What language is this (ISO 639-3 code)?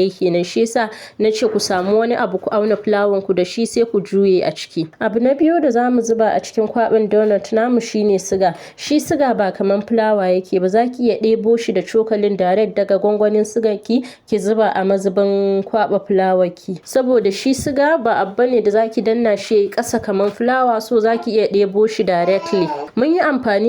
hau